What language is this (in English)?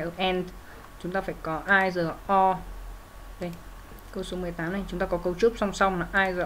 Vietnamese